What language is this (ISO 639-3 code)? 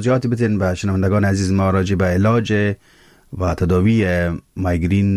fas